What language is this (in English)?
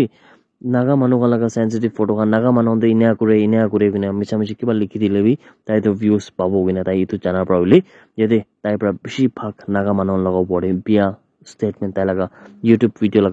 Naga Pidgin